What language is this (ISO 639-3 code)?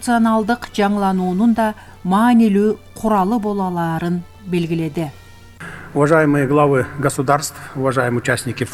kir